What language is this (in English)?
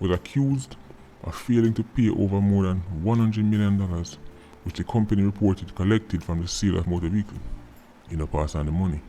Jamaican Creole English